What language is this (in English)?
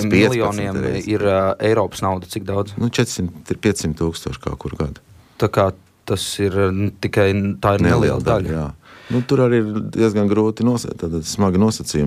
Latvian